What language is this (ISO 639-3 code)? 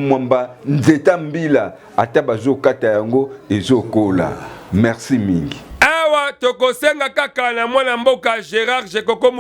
lin